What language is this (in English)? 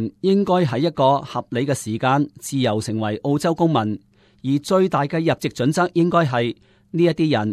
Cantonese